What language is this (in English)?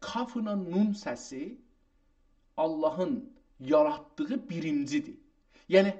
South Azerbaijani